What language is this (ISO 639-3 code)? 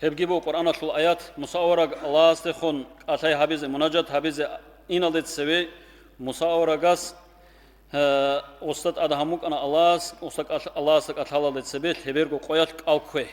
ava